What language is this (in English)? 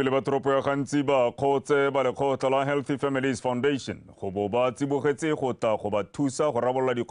Tswana